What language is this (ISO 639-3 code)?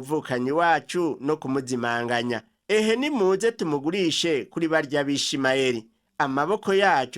run